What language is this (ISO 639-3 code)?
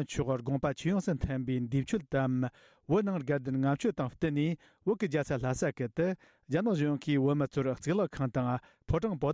bod